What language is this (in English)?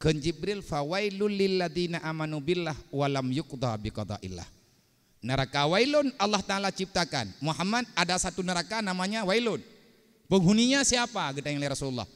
Achinese